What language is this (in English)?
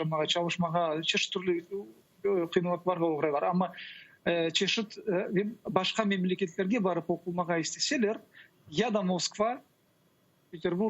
Crimean Tatar